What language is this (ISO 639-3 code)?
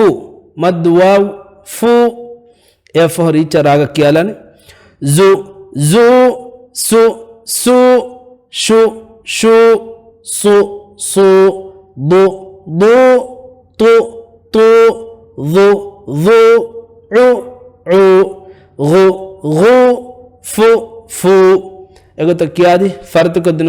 div